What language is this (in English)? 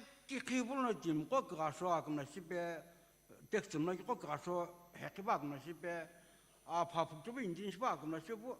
Sumi Naga